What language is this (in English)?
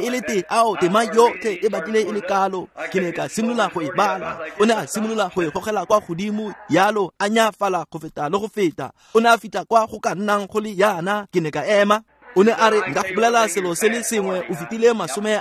Tswana